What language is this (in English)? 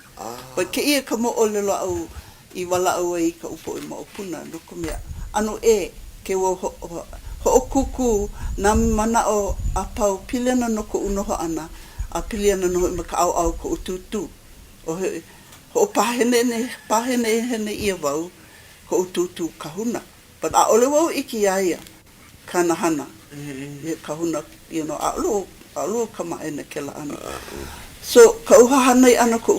Hawaiian